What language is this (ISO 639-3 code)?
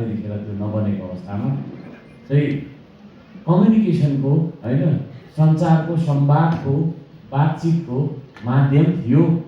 nep